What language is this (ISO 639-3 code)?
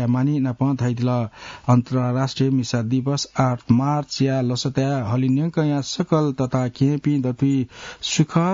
new